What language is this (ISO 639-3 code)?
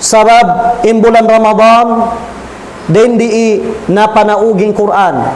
tsg